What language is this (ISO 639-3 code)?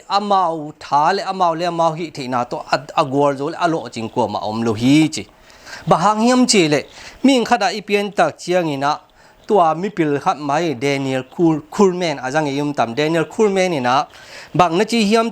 ctd